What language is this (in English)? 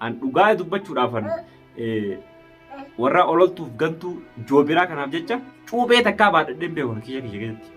Oromo